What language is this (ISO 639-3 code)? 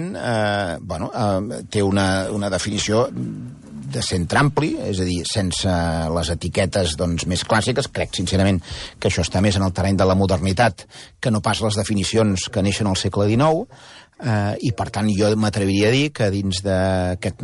cat